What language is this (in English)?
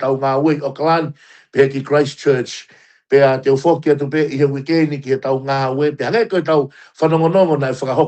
Tongan